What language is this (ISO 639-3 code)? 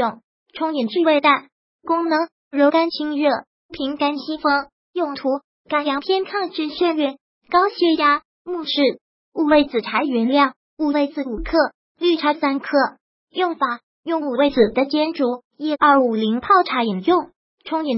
zho